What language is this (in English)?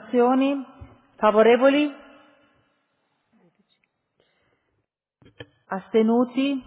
Italian